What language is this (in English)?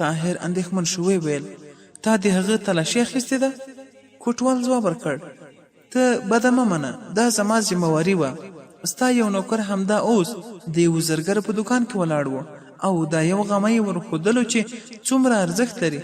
Pashto